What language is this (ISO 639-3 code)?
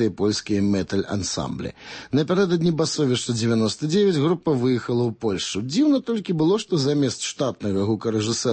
bel